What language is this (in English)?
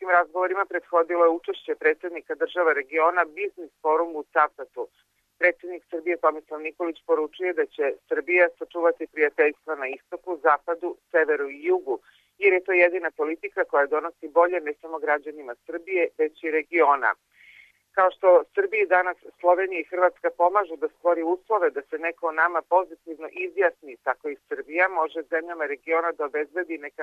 Serbian